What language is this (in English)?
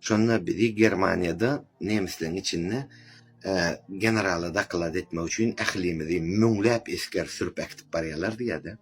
Turkmen